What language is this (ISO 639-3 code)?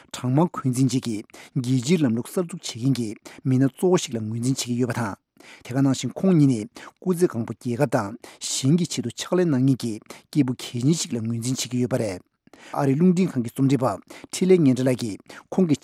bod